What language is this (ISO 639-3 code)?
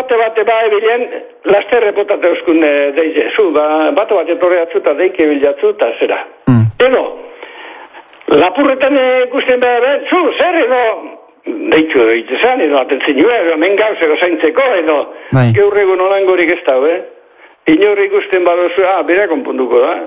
eus